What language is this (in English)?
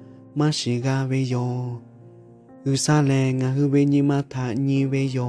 Lahu